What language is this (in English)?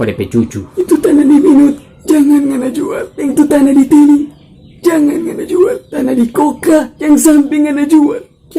Manado Malay